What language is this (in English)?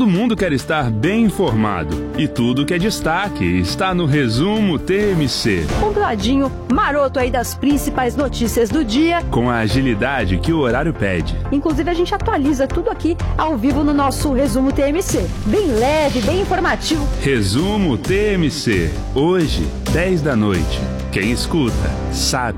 Portuguese